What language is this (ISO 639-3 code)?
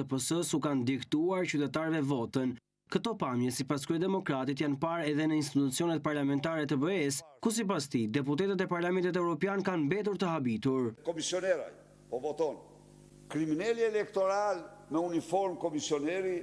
sqi